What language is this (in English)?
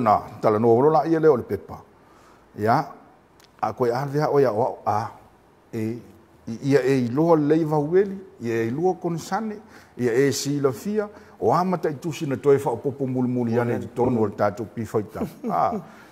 Samoan